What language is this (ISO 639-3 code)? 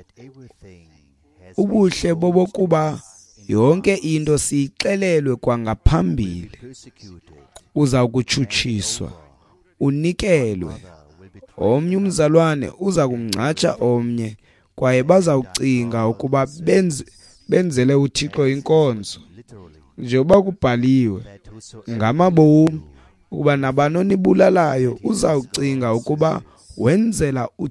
xho